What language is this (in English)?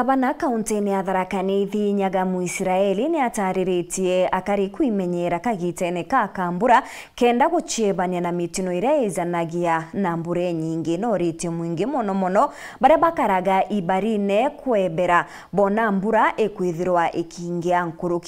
Meru